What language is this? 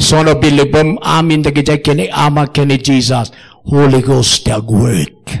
Iloko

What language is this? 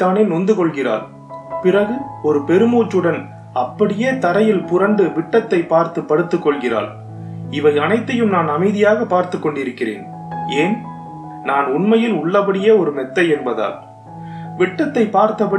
Tamil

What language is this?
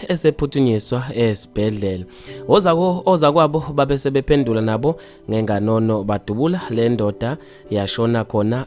Zulu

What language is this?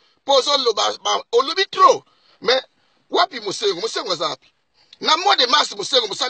Lingala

